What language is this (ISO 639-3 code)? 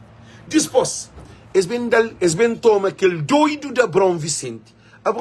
kea